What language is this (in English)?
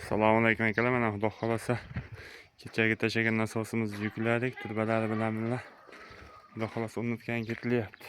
Uzbek